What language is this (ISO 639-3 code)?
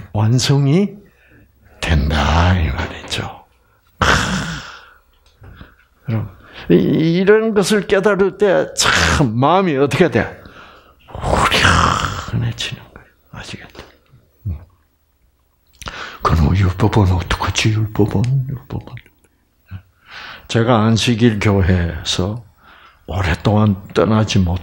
kor